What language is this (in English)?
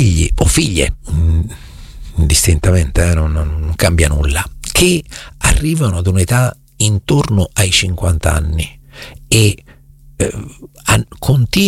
Italian